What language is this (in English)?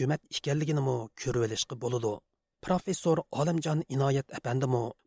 Uyghur